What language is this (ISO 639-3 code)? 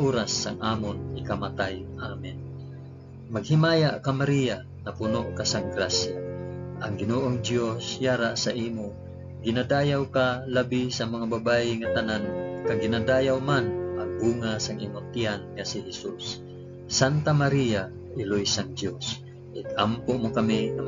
hil